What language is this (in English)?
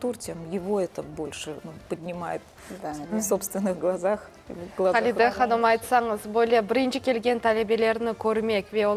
Crimean Tatar